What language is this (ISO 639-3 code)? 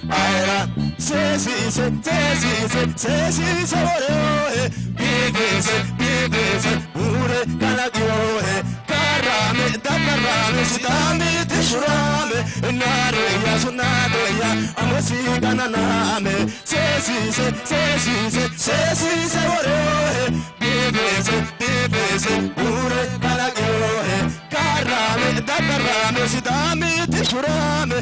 sid